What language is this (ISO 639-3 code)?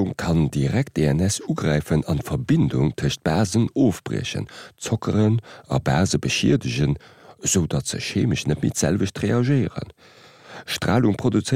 ltz